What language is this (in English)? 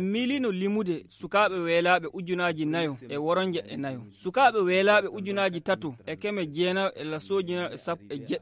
Fula